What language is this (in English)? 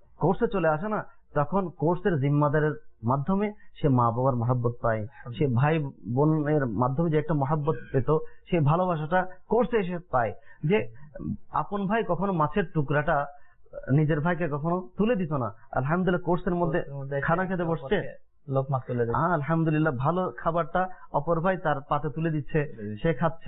Bangla